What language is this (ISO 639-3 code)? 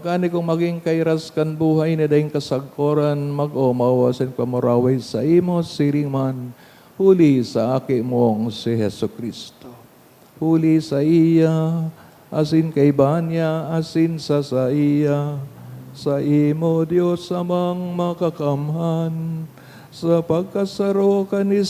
bik